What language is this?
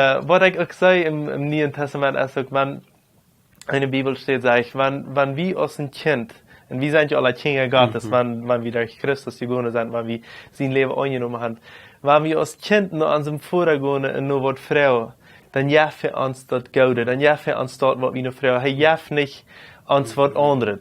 Plautdietsch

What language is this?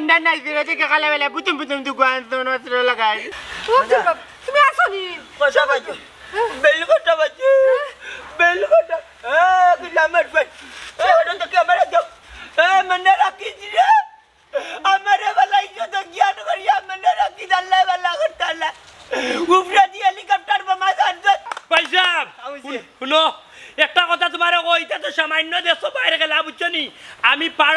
Sylheti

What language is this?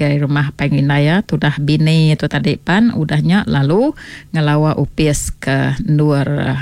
Iban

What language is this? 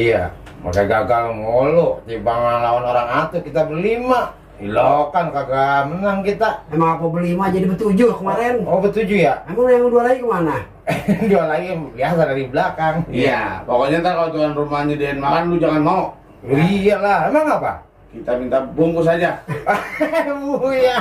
Betawi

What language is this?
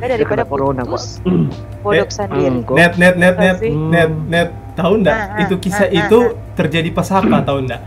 Manado Malay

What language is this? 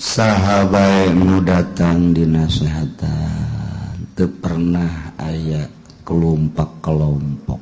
Sundanese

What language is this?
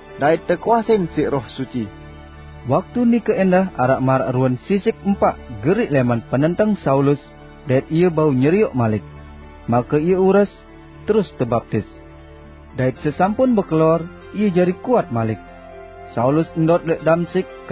Sasak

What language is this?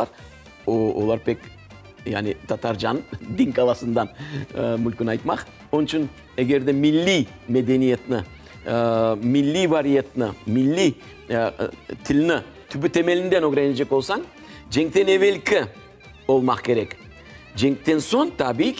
Crimean Tatar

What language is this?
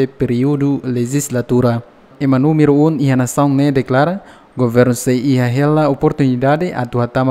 Tetum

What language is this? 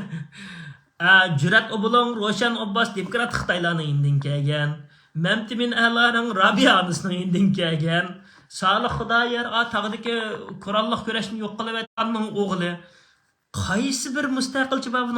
Uyghur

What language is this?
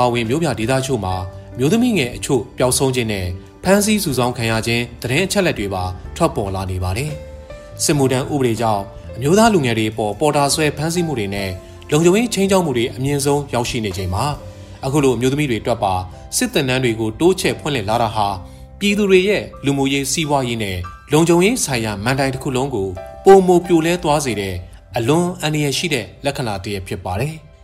Burmese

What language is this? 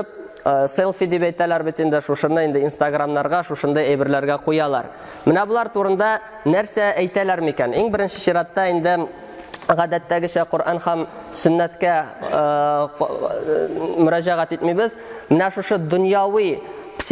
Tatar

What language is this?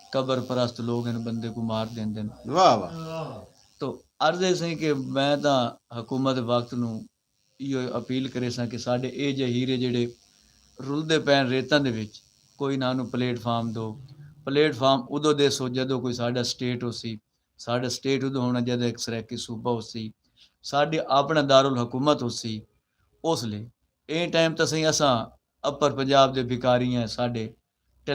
Saraiki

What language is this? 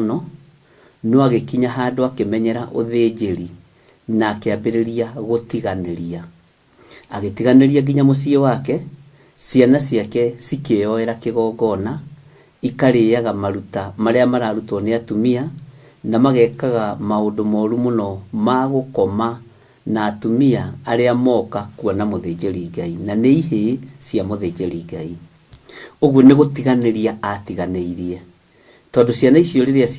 Kikuyu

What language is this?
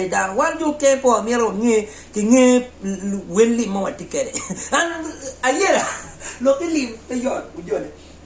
Acoli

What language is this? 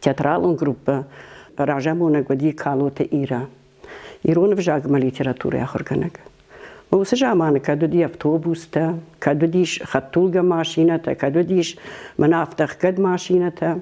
Ossetic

